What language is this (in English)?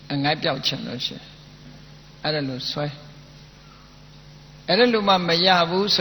Burmese